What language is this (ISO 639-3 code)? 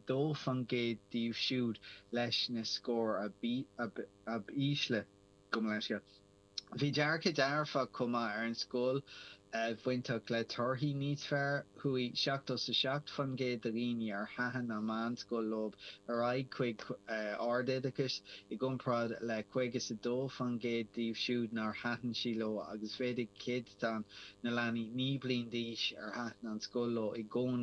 gle